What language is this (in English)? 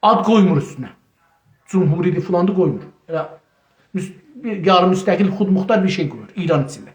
South Azerbaijani